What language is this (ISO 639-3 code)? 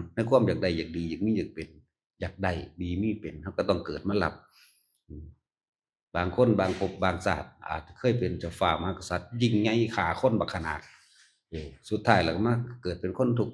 tts